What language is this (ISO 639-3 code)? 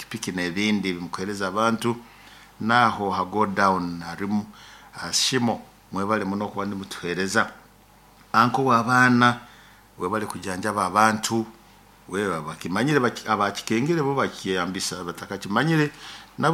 nyo